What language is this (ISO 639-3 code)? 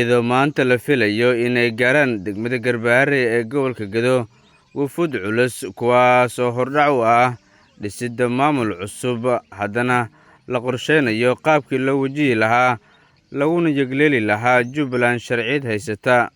som